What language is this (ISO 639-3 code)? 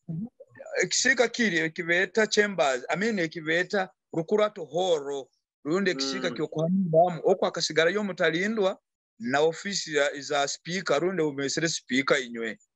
nyo